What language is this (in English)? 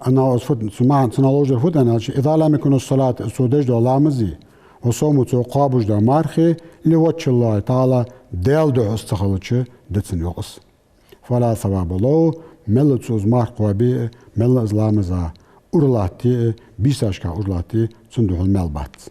Ingush